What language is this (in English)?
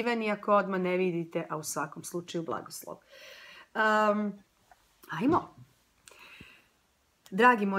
Croatian